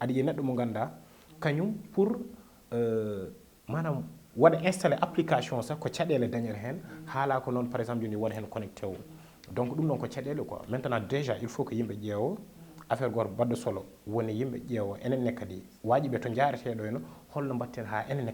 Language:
Fula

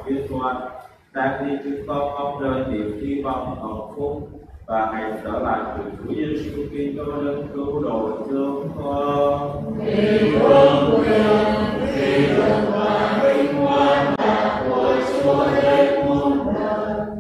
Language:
Vietnamese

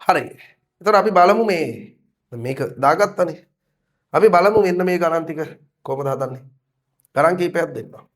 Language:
Sinhala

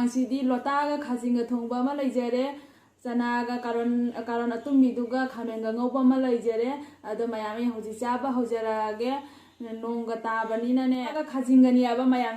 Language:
Manipuri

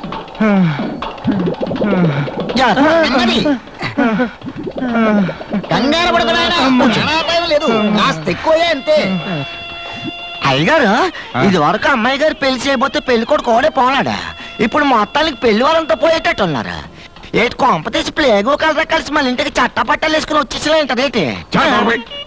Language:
Telugu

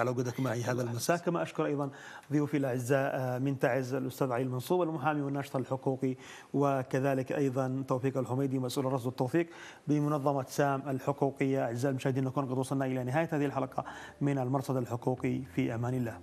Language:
Arabic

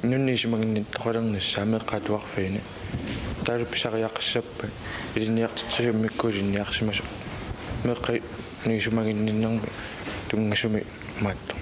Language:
Kalaallisut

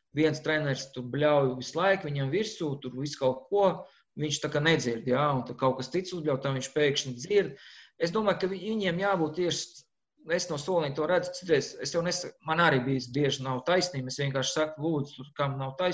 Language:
Latvian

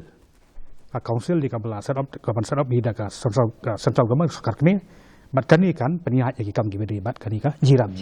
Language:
Khasi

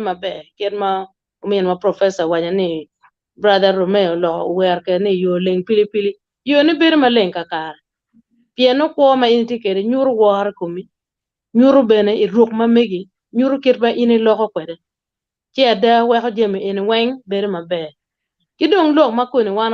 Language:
Acoli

